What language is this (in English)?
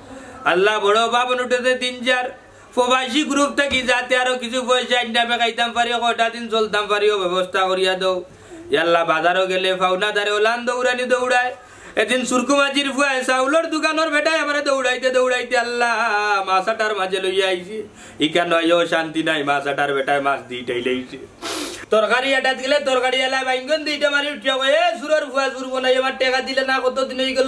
Sylheti